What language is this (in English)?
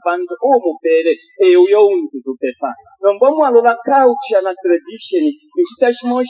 Bemba